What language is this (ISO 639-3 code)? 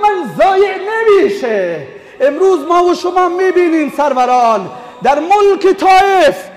tgk